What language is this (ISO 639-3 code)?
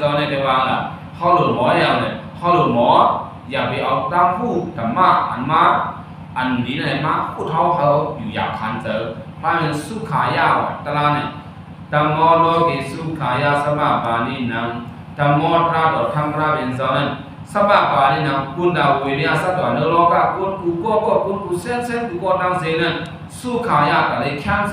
shn